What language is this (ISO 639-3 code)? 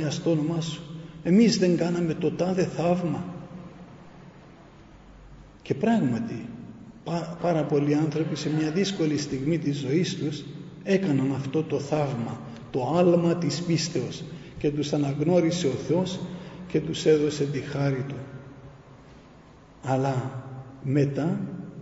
ell